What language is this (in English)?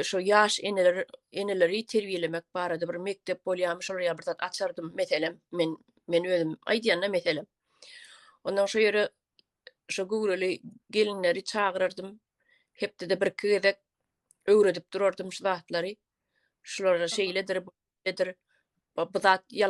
Turkmen